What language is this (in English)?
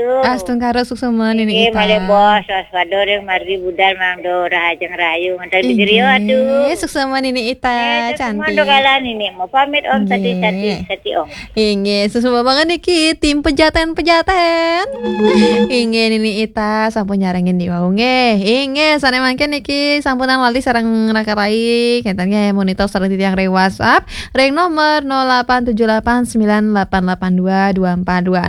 Balinese